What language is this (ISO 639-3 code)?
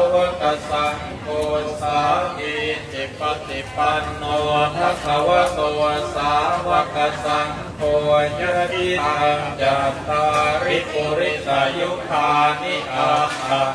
pli